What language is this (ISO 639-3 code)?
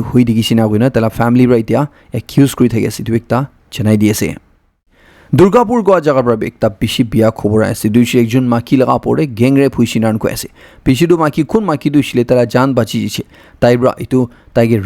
nag